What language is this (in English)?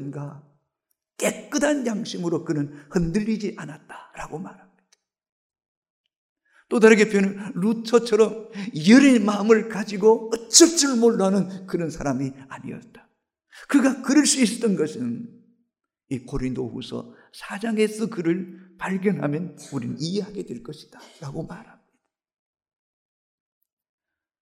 Korean